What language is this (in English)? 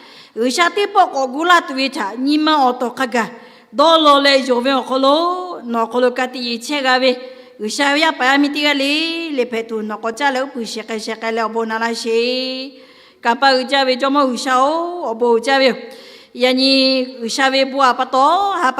Lahu